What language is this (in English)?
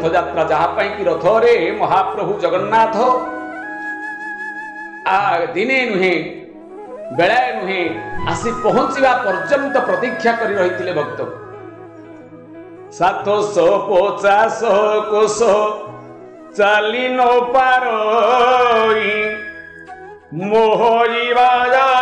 Odia